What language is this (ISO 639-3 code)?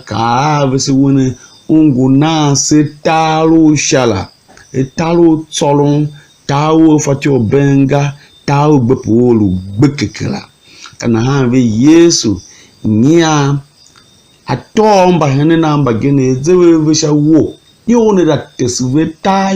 tiv